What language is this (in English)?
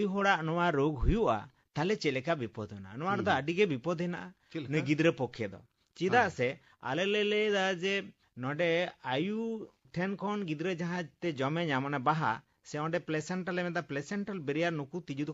Santali